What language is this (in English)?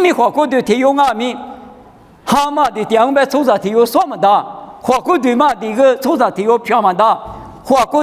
Lisu